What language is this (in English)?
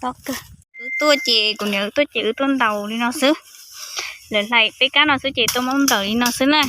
Hmong